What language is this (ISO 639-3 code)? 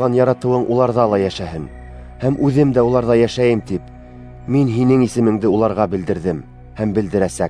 bak